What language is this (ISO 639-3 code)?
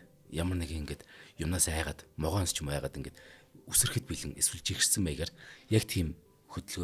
mon